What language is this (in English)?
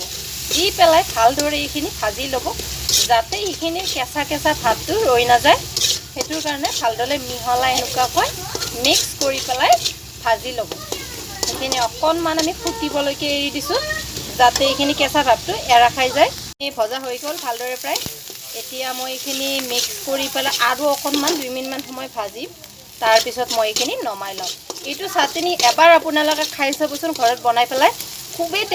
Assamese